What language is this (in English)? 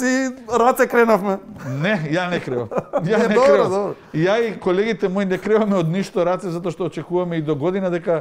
Macedonian